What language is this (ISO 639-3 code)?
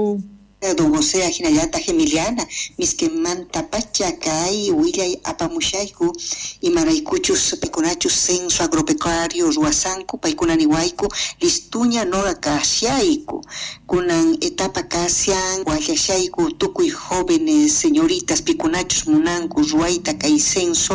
que